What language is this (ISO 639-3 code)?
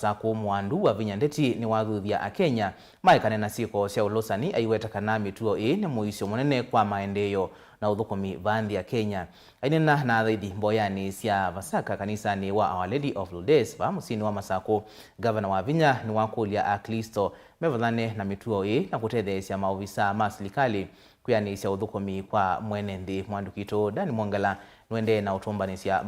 kam